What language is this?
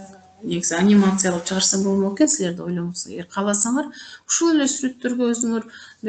Kyrgyz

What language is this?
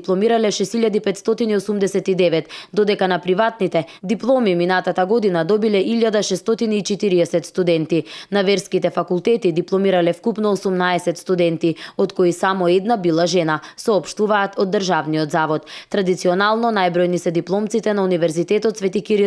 Macedonian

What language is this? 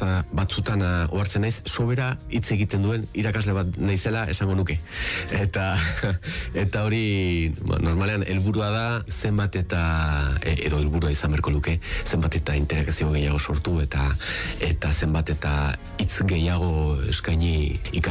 Basque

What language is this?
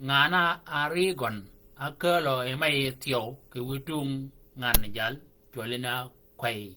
Shilluk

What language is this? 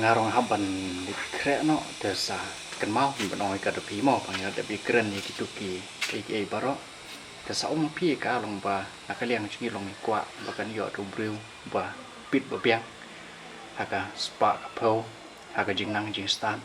Khasi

